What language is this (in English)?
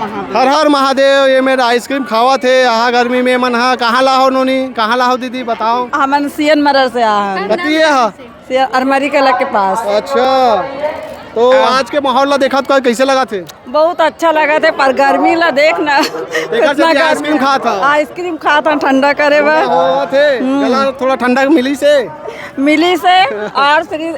Chhattisgarhi